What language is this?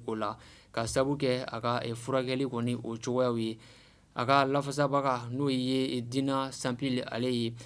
Bambara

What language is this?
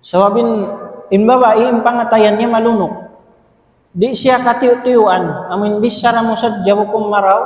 Tausug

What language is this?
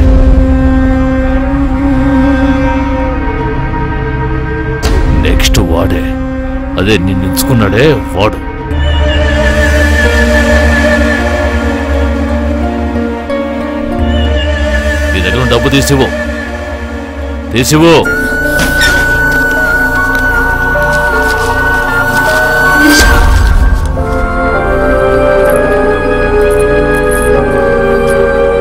Telugu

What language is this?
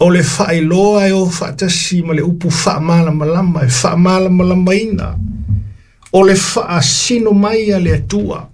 Samoan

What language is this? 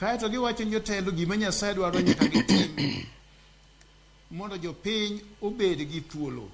Luo (Kenya and Tanzania)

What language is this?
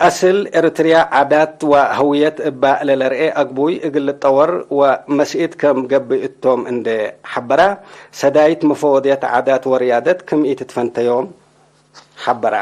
Tigre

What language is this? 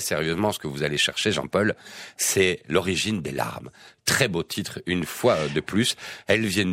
French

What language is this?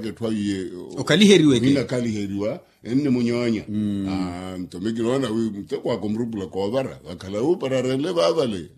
Makhuwa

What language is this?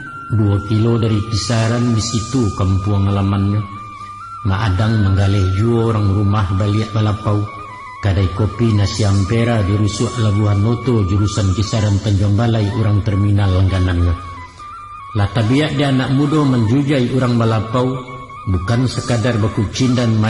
Minangkabau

